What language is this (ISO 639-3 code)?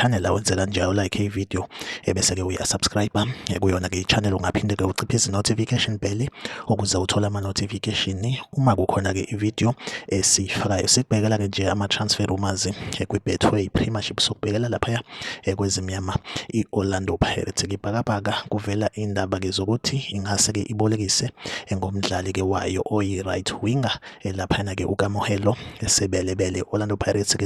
zul